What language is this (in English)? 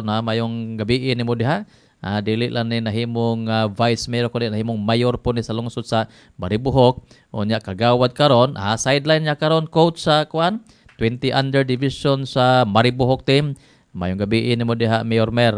Cebuano